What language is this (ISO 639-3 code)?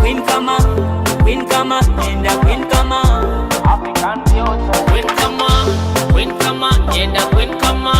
nyo